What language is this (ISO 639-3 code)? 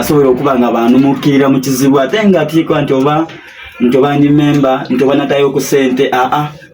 xog